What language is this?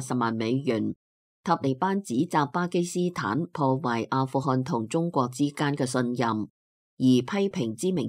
Cantonese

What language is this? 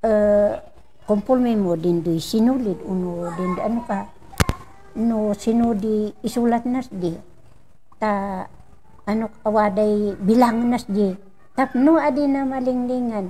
Kankanaey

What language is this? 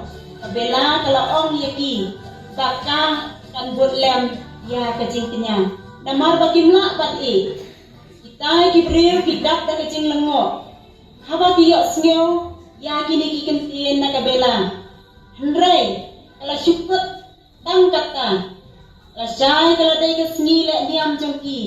Khasi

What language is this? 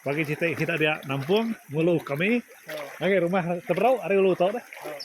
Iban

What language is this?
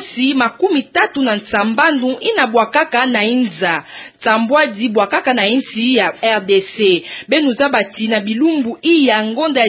Kituba (Democratic Republic of Congo)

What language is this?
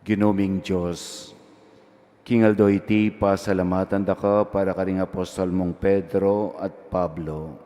Pampanga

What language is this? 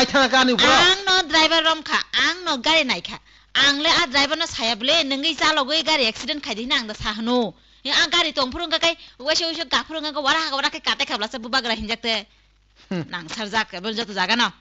Kok Borok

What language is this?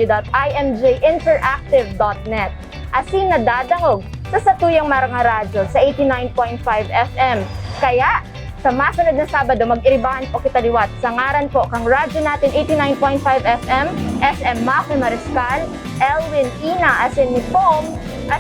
Bikol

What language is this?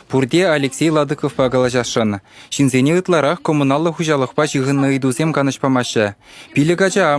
Chuvash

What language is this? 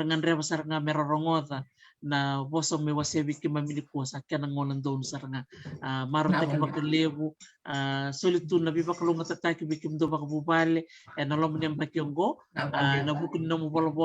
Fijian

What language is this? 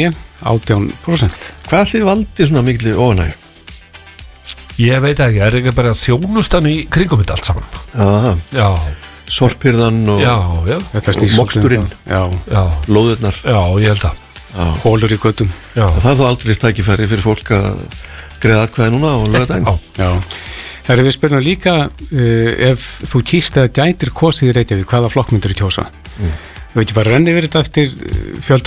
Icelandic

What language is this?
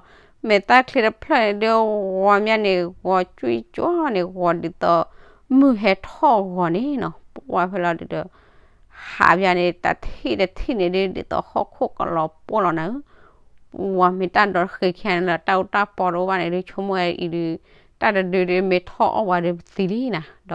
S'gaw Karen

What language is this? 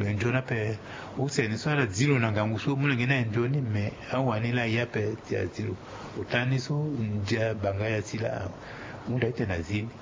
Sango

